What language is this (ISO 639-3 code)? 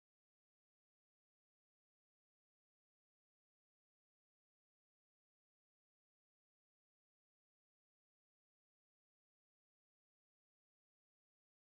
tam